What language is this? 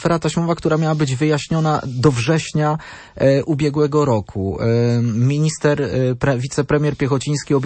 Polish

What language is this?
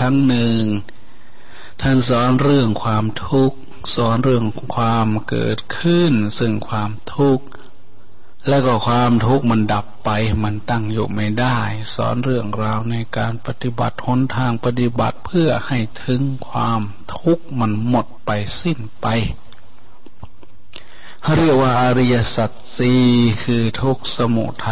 Thai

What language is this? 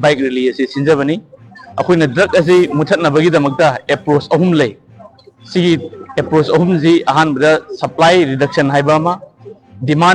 Manipuri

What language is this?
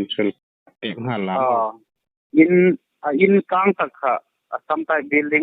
Hmar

